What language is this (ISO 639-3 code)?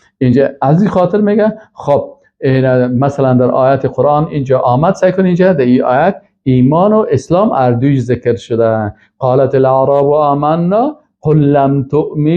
fas